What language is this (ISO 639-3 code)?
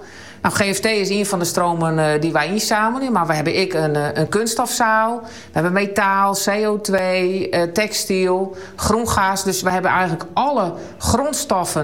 nld